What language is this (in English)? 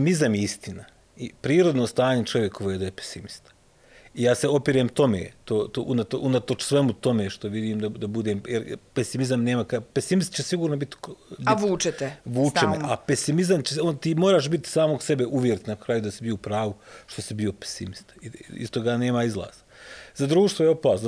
Bosnian